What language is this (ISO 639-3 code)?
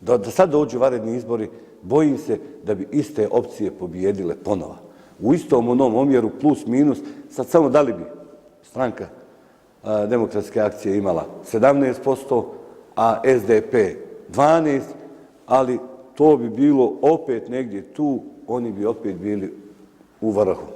bos